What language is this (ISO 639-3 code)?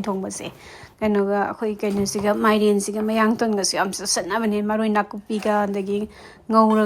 mni